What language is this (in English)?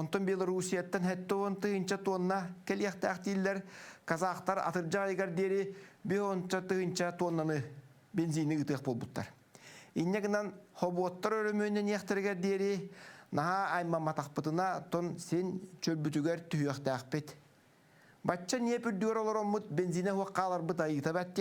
Yakut